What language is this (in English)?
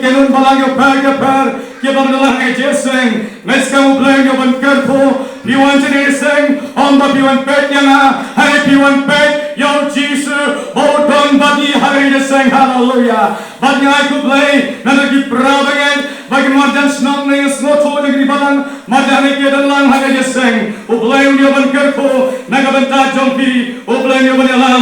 Khasi